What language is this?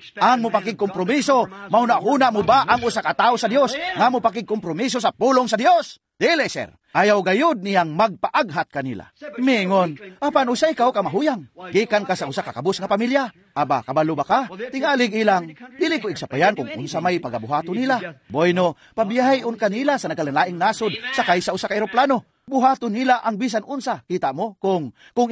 Cebuano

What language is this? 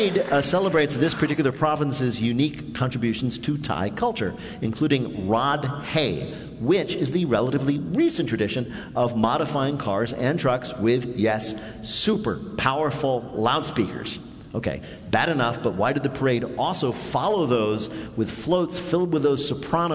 English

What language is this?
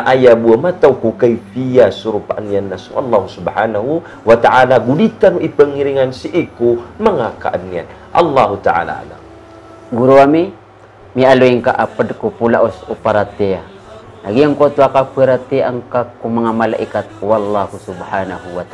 Maranao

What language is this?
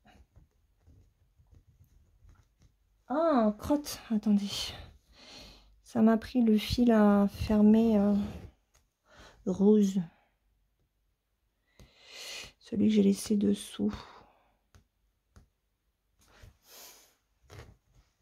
French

